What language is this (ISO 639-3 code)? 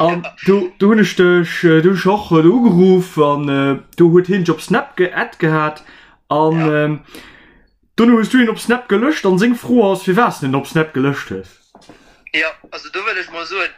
ltz